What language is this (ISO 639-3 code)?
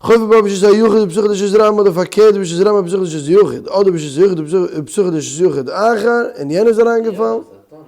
yid